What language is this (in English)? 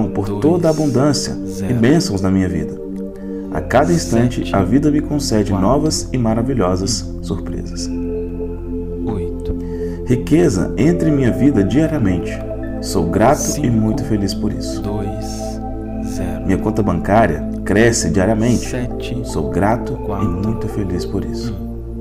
Portuguese